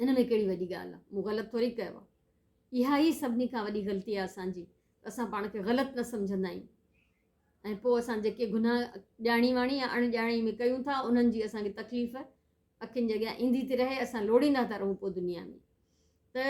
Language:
Sindhi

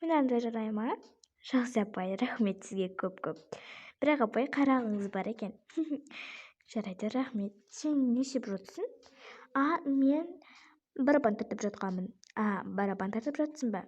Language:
Kazakh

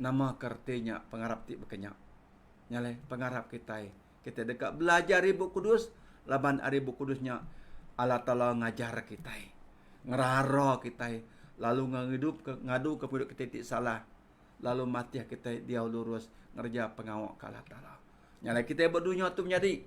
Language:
Iban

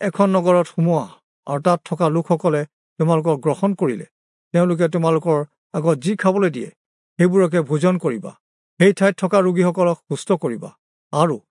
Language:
Assamese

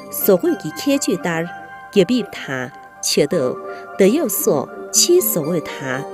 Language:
Tibetan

